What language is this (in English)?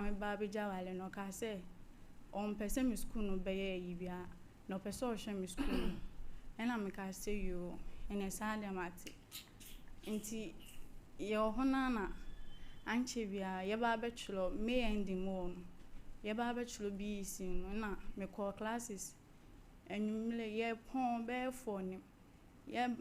Akan